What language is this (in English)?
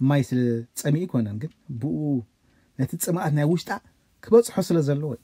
Tigrinya